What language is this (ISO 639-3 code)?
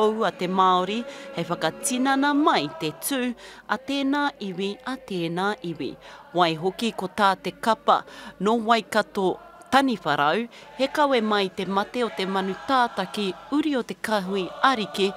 mri